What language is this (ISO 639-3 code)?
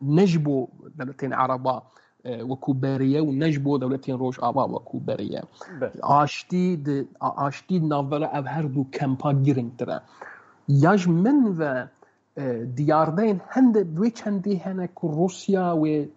kur